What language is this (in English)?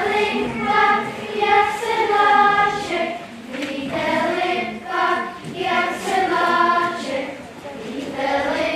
Czech